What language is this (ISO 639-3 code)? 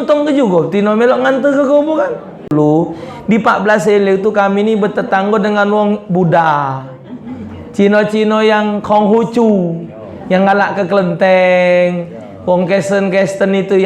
mui